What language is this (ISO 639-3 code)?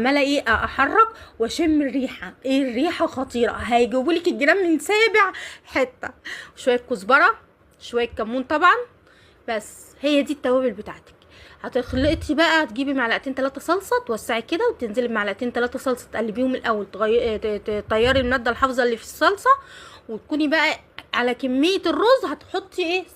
arz